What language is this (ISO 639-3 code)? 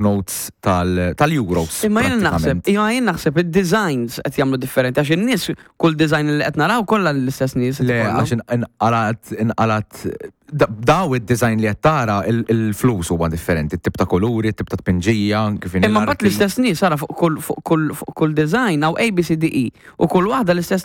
mlt